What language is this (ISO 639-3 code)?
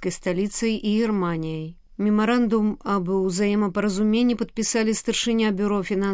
bel